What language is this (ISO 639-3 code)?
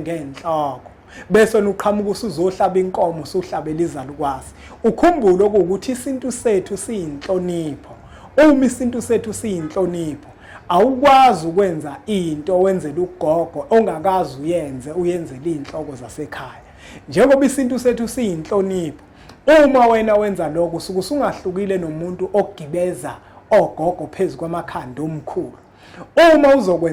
zul